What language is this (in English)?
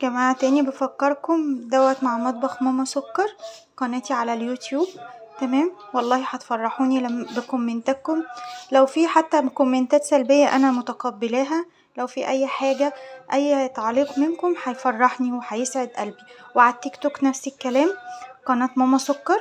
Egyptian Arabic